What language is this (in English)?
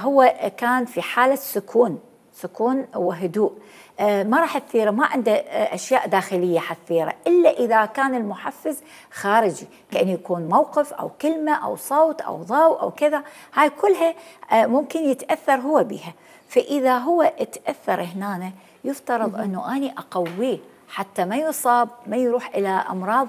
Mesopotamian Arabic